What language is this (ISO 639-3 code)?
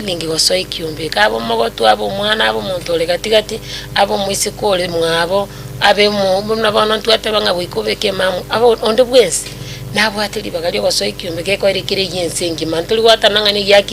guz